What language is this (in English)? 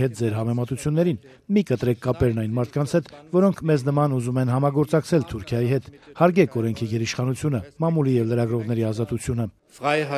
Armenian